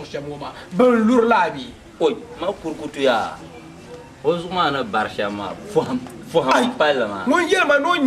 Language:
Dagbani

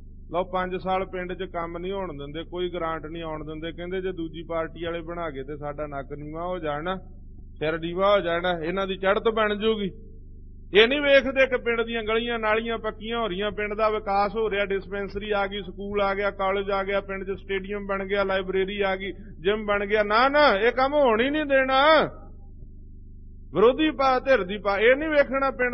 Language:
Punjabi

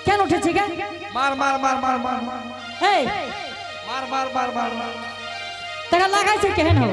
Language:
Angika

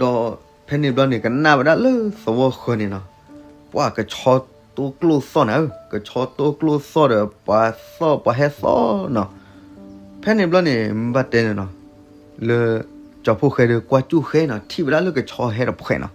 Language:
S'gaw Karen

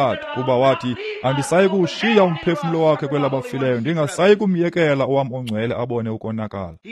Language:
Xhosa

